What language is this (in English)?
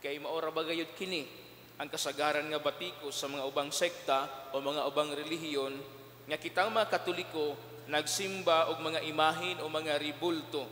Cebuano